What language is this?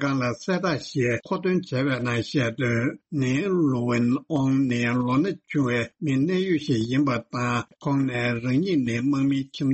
Tibetan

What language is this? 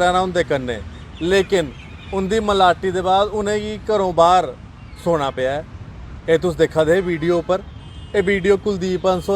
Dogri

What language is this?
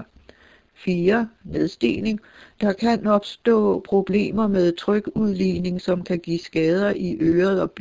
Danish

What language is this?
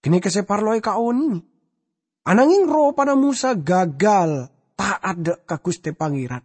Madurese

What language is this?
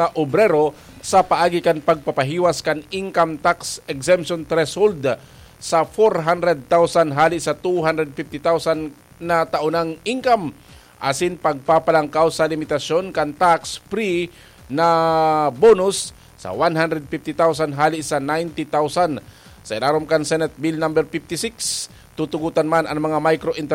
Bikol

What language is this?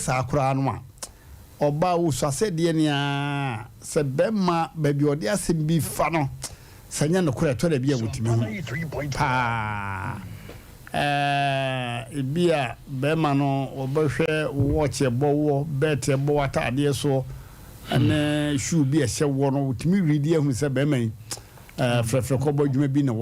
Akan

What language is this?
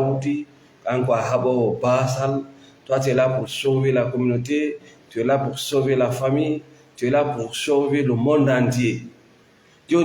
Fula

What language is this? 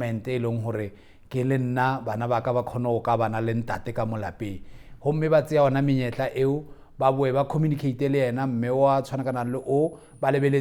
Tswana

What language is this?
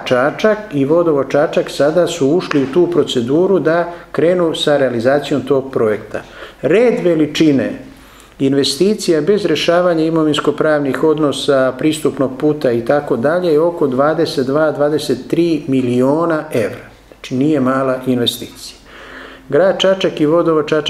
Serbian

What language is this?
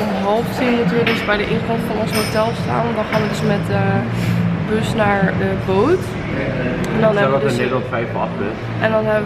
Dutch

